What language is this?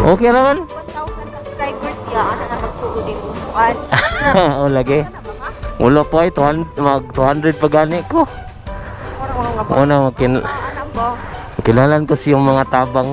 Cebuano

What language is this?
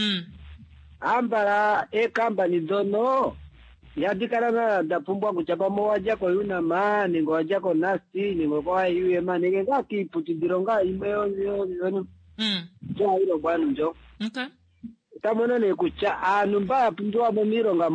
Kuanyama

